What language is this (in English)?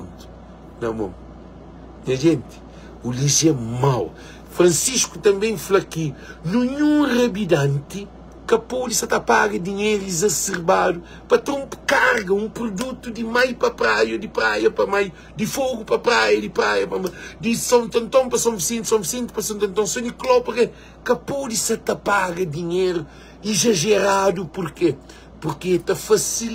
Kabuverdianu